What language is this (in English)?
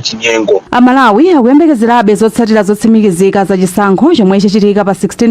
Nyanja